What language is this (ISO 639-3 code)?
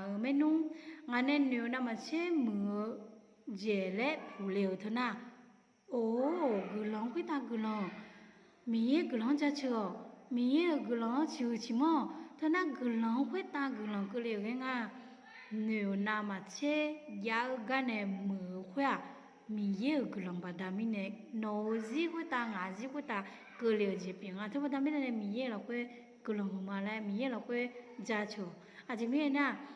ahk